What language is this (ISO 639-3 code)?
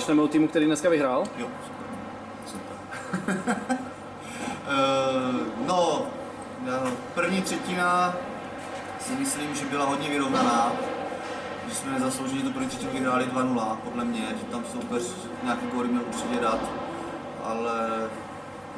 ces